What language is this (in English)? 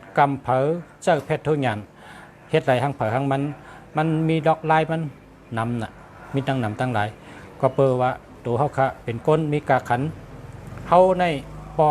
Shan